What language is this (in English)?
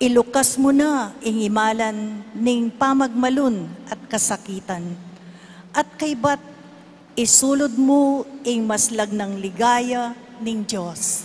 Pampanga